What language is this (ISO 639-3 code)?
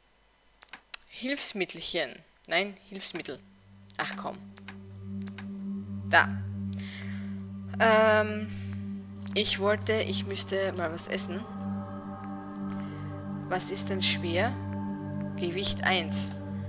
deu